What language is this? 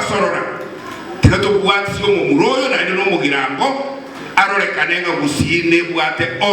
Gusii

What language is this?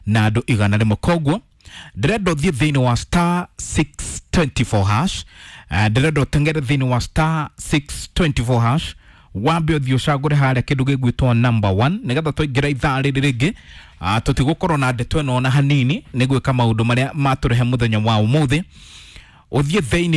Kikuyu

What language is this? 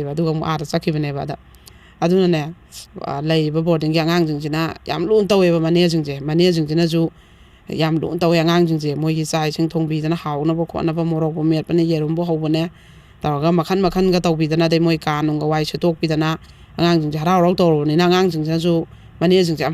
Manipuri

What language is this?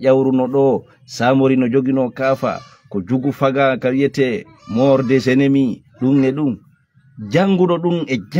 Fula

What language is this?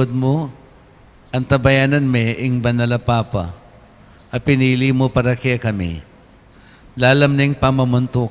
Pampanga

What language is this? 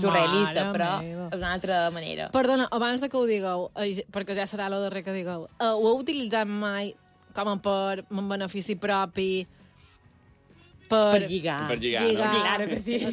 Catalan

